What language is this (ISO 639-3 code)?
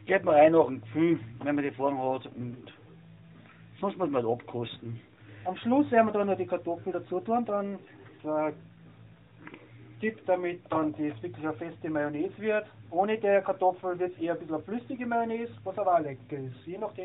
deu